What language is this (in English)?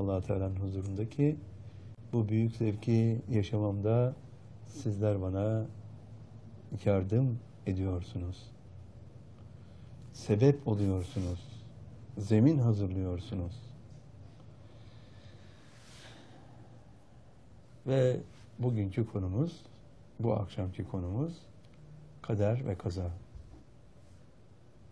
Turkish